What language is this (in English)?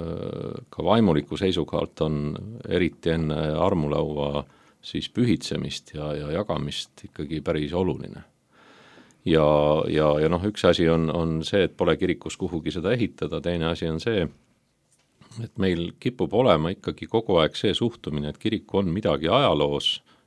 Estonian